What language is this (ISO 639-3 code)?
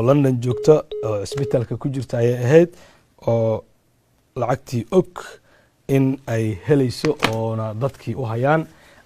som